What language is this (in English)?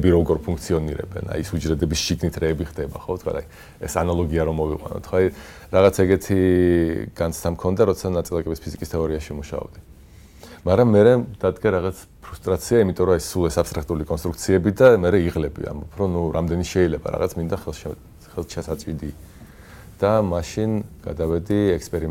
Georgian